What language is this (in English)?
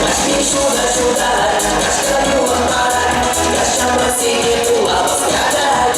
Chuvash